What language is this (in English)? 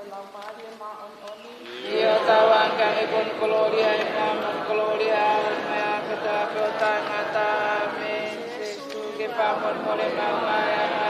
Tongan